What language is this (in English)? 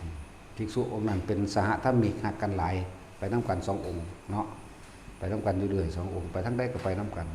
Northeastern Thai